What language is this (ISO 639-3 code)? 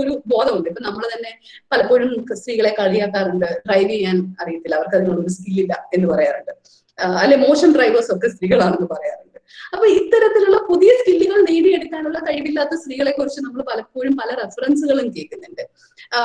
mal